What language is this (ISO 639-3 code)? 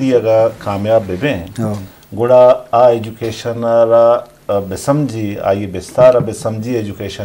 bgp